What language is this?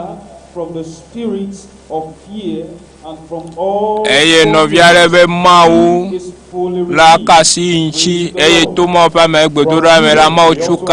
Ewe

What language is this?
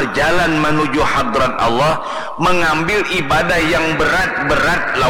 Banjar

